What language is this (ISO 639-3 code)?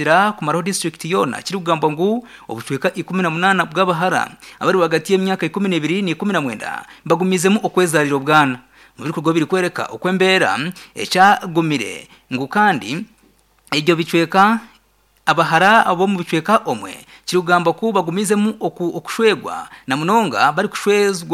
nyn